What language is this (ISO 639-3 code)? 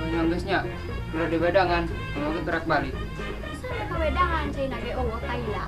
sun